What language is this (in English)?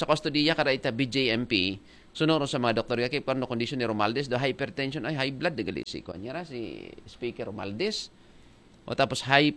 Aklanon